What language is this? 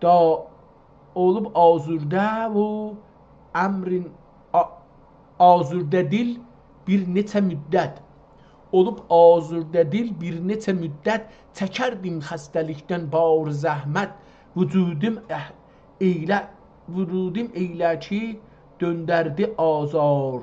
South Azerbaijani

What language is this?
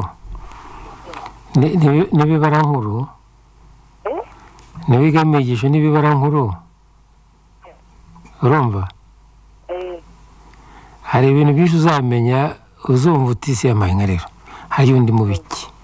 Kinyarwanda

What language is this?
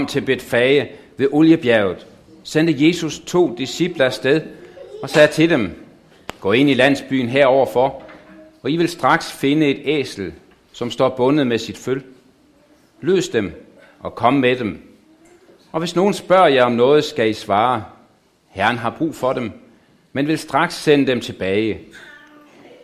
Danish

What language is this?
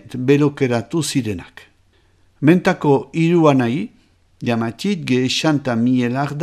Basque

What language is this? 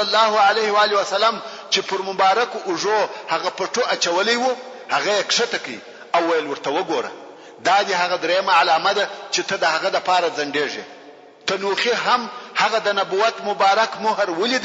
Pashto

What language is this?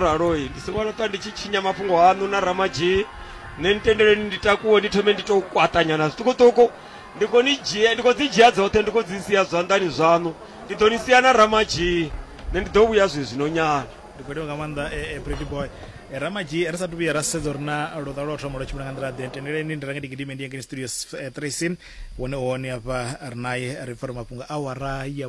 Venda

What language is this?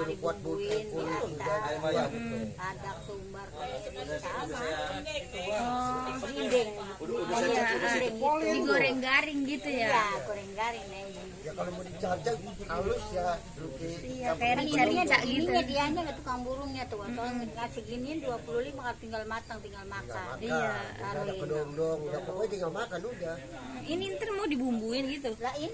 Betawi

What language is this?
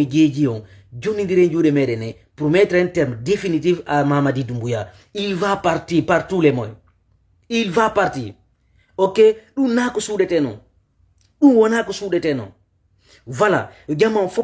Fula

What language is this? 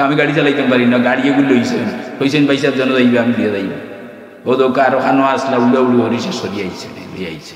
Sylheti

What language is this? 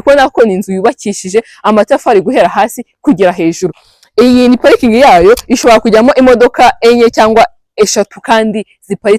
Kinyarwanda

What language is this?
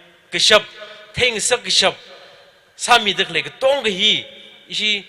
Tangkhul Naga (India)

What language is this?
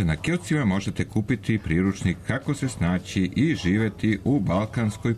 Serbian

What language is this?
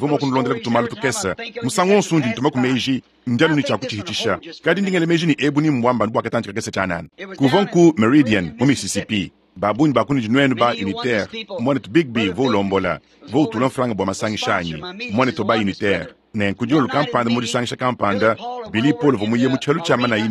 Luba-Lulua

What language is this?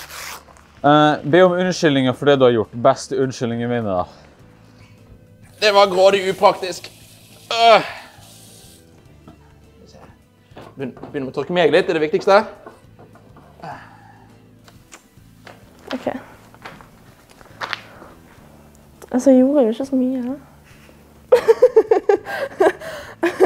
Norwegian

